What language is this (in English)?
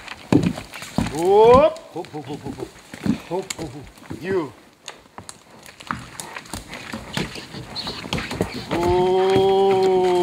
Slovak